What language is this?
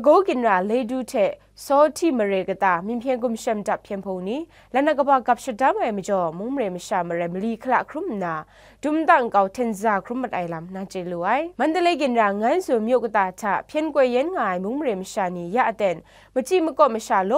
Kachin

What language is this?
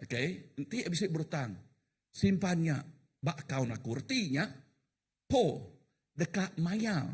Iban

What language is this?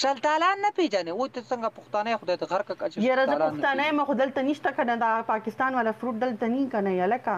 Pashto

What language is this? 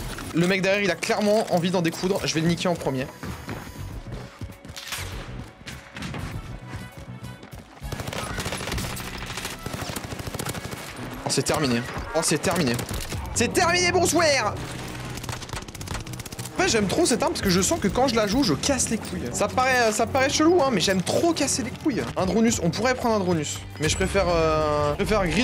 French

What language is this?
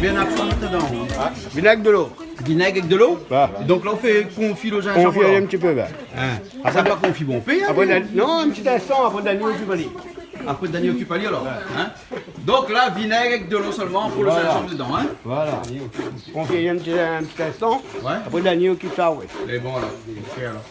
Réunion Creole French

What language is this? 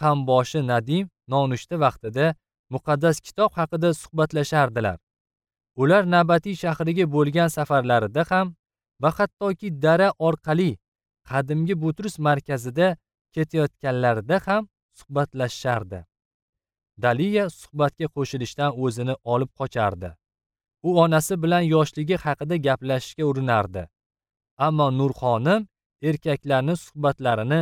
Uzbek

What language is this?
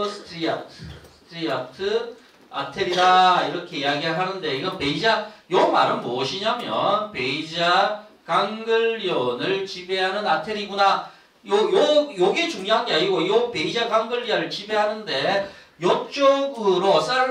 Korean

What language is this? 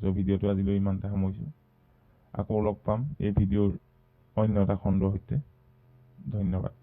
Assamese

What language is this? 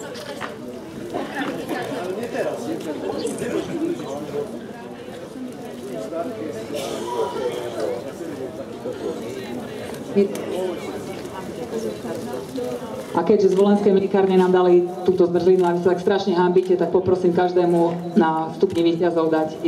Slovak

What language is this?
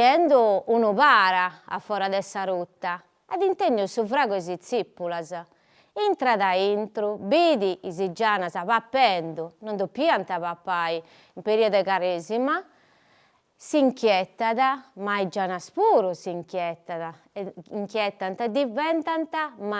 Sardinian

